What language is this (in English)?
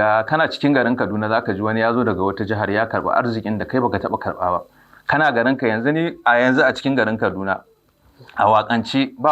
Hausa